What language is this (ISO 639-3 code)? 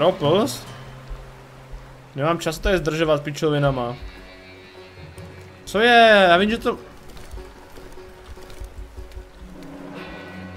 ces